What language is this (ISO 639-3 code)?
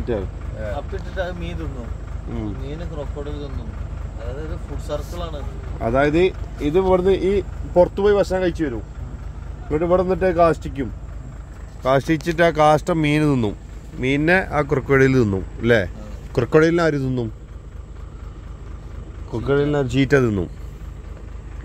mal